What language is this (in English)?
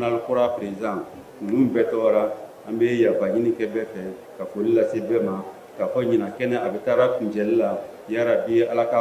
Bambara